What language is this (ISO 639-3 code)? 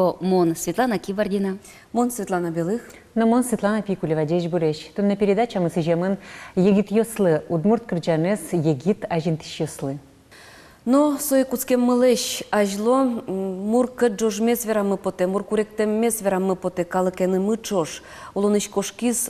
udm